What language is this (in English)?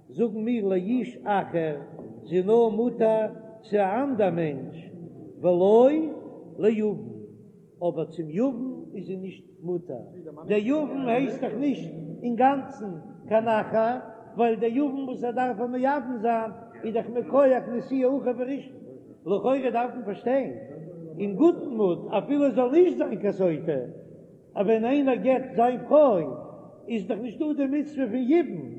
Yiddish